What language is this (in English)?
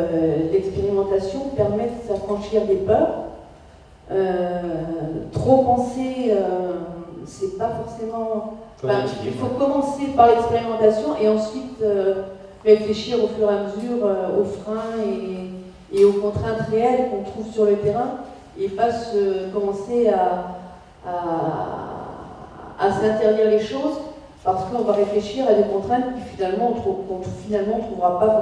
French